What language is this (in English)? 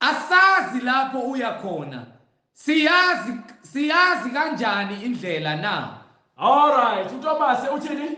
Zulu